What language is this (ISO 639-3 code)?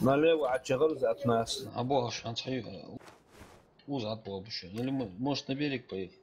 inh